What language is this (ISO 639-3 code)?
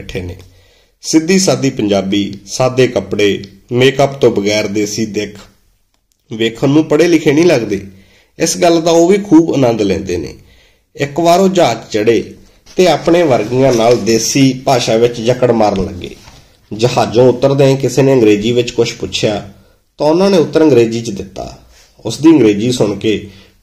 pan